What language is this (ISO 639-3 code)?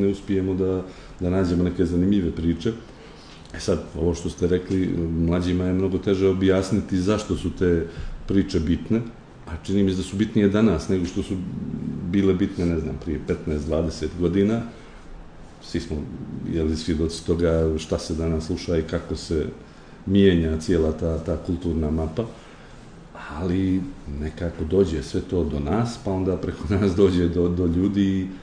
srp